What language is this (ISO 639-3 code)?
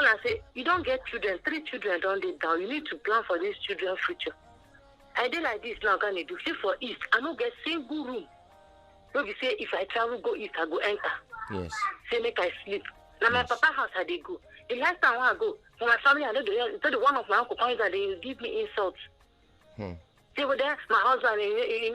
pcm